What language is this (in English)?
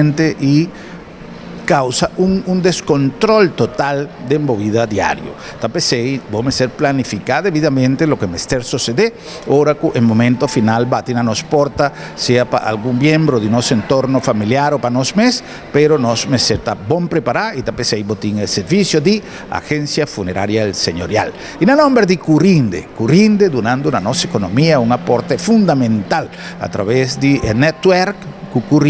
Papiamento